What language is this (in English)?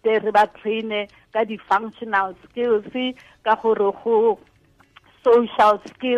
Tswana